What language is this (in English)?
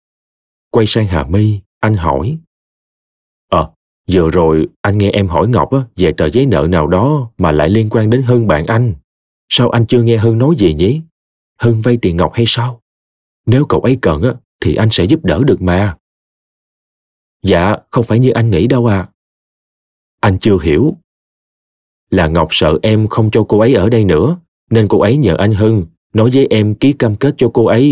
Vietnamese